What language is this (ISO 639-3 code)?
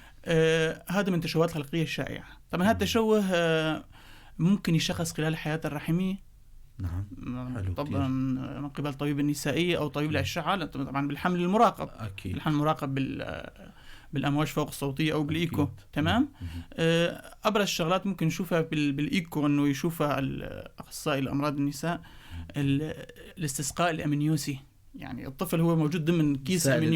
apc